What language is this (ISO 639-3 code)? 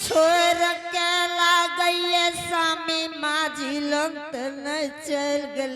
anp